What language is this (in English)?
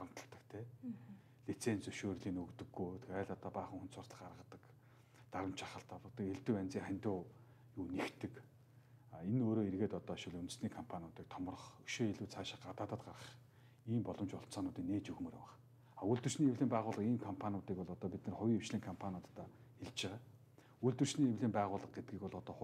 Mongolian